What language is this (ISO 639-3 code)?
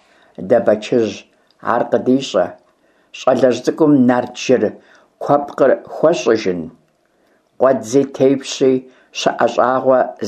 kbd